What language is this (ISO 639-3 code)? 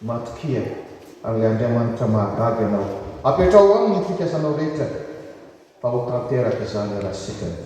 mlg